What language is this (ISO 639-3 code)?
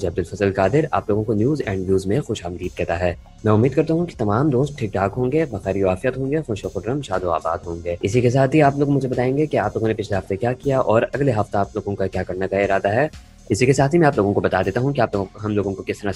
urd